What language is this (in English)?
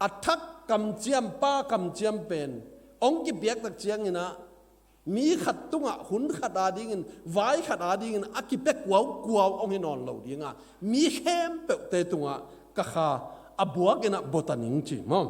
Tedim Chin